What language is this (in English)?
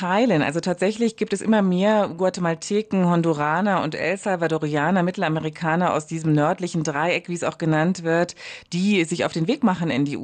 German